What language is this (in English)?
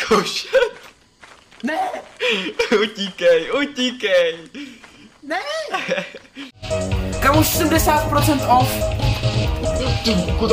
Czech